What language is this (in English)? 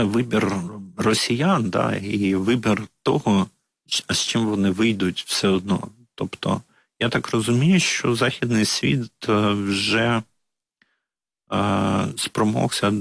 Ukrainian